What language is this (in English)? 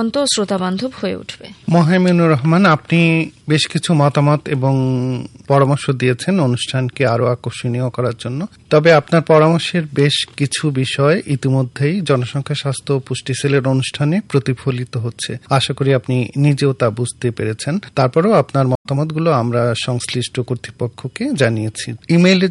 Bangla